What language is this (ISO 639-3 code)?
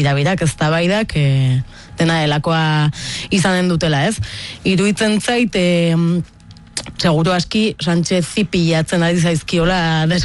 eus